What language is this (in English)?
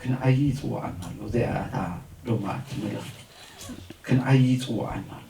Tigrinya